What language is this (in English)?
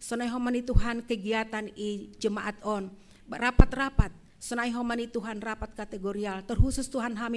Batak Simalungun